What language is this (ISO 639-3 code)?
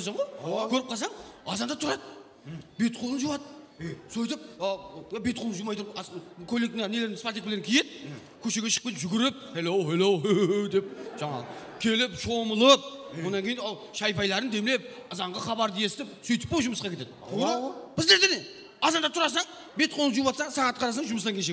kaa